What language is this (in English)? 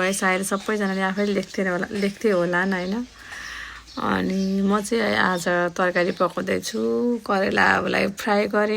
Nepali